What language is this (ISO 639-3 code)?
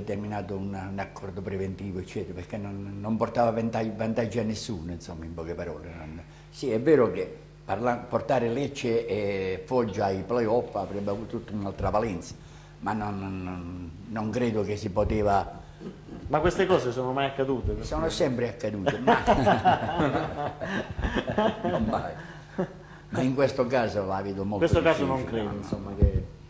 ita